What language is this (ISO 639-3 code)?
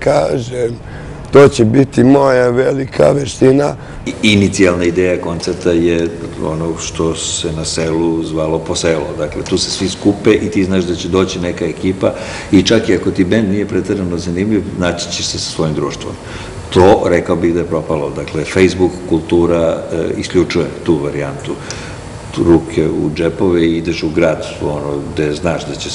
srp